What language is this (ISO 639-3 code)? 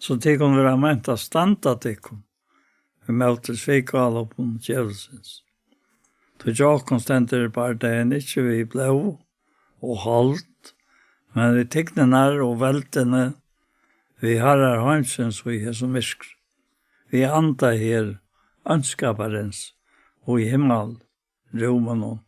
fao